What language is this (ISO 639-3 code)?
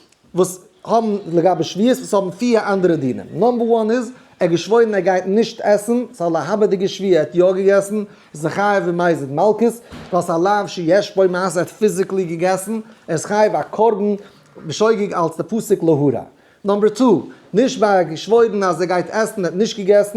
yid